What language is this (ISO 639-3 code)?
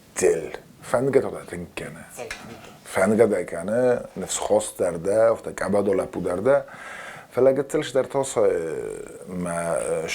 oss